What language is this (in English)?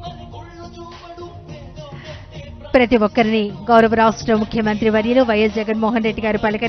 Telugu